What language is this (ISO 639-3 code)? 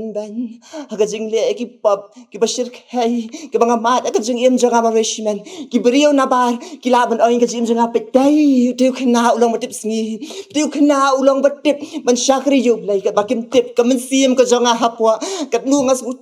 kha